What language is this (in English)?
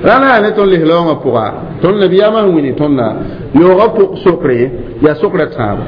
Mossi